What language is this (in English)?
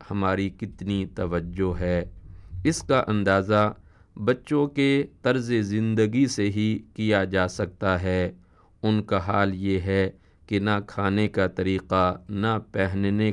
Urdu